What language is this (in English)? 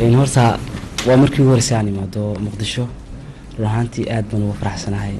Somali